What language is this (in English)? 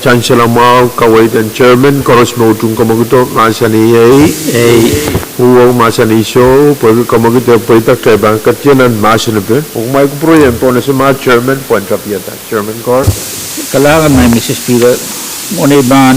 Pohnpeian